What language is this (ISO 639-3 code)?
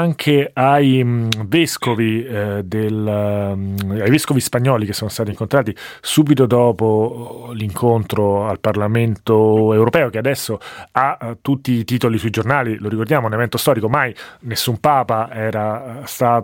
ita